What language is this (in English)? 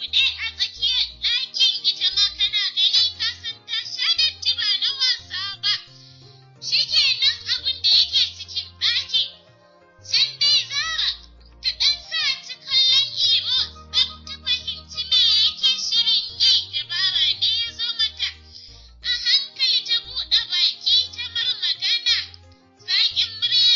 Hausa